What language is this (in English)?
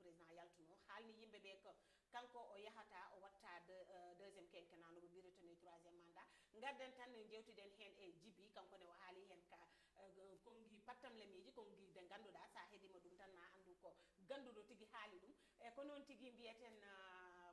Fula